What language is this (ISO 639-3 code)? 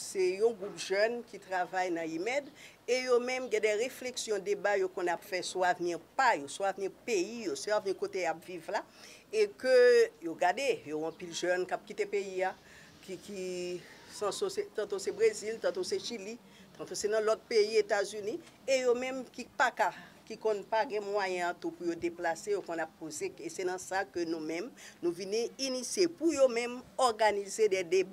hat